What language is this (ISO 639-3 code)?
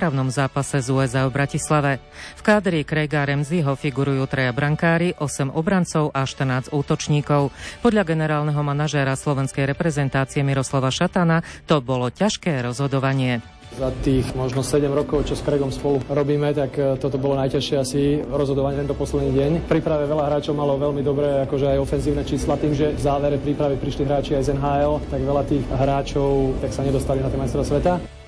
slk